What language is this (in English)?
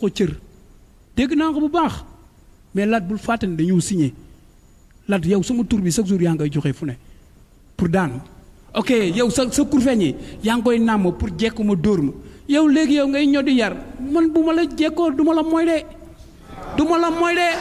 Wolof